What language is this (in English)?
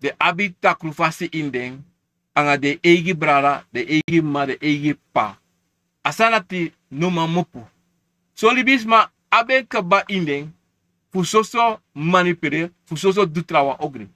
Sranan Tongo